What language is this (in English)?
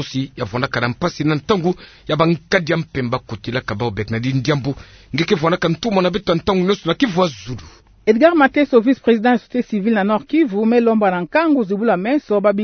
Kituba (Democratic Republic of Congo)